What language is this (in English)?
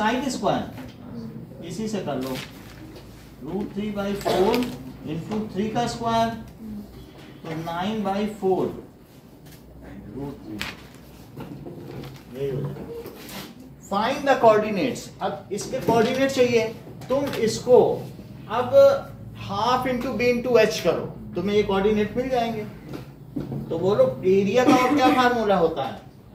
Hindi